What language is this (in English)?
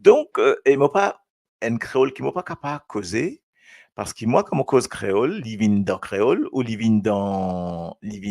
Morisyen